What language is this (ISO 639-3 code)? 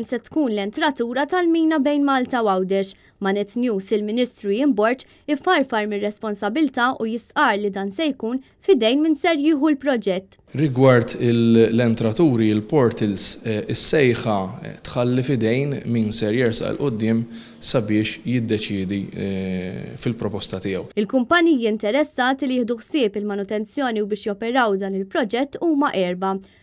mlt